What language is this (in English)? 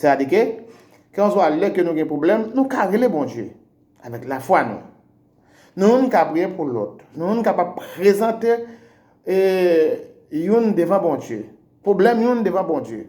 Haitian Creole